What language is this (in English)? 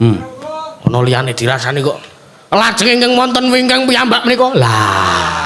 Javanese